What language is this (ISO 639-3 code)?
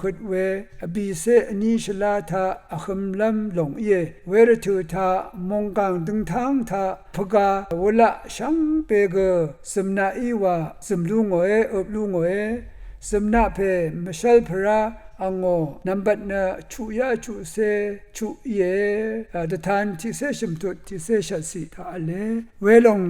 raw